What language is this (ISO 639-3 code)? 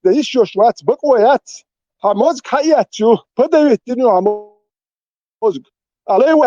che